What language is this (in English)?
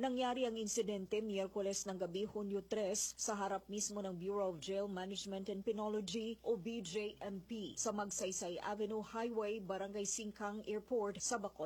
Filipino